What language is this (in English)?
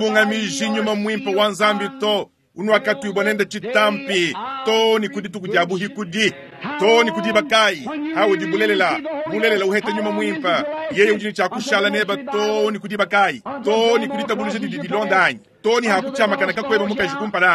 Luba-Lulua